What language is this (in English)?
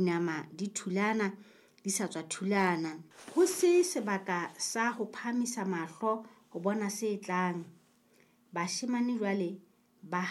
Southern Sotho